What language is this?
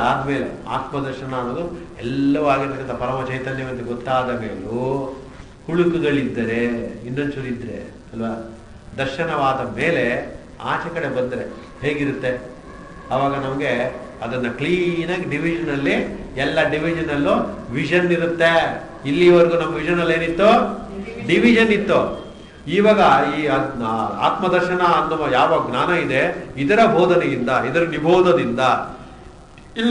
Kannada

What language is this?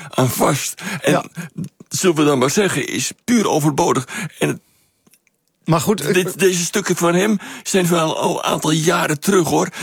Dutch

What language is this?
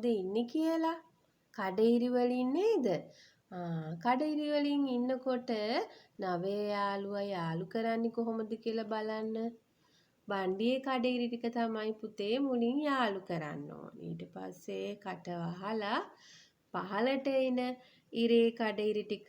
Sinhala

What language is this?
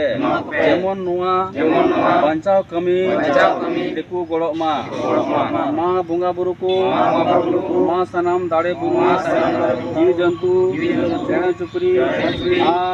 Santali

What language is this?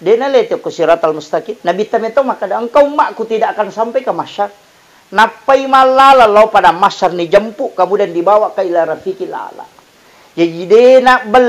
Buginese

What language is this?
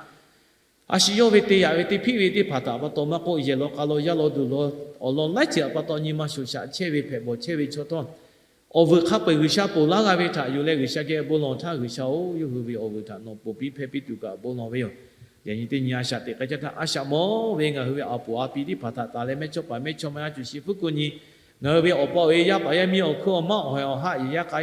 Lahu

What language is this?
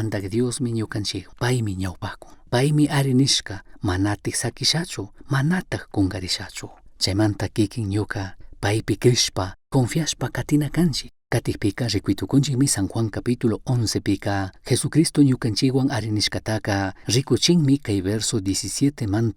Chimborazo Highland Quichua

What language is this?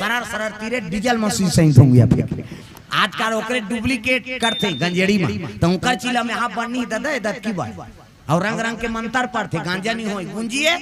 Chhattisgarhi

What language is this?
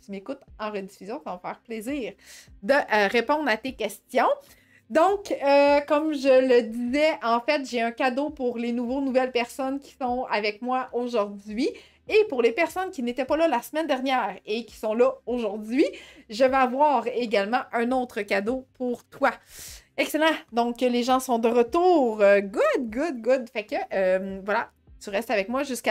French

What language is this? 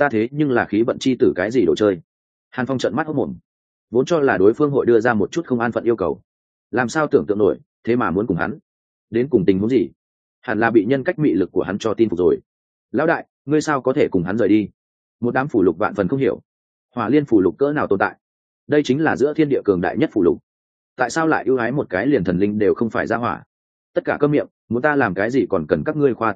Vietnamese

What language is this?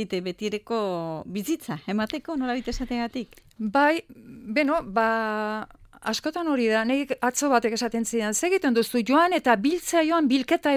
Basque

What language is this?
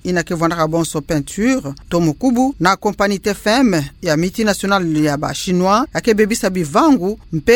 Kituba (Democratic Republic of Congo)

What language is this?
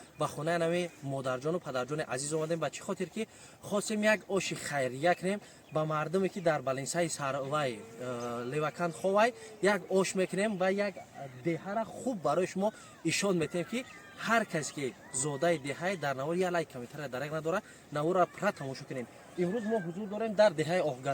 Tajik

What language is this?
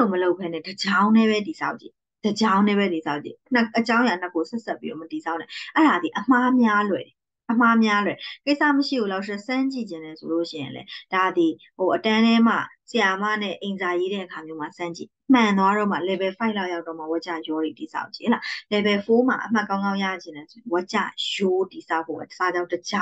Burmese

